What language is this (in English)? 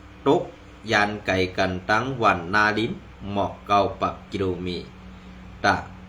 Shan